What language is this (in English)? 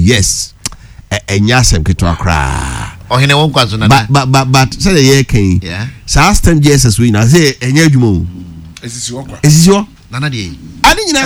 Akan